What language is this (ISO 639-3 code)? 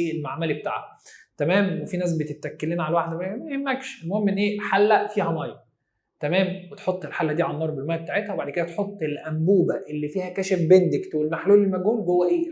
arz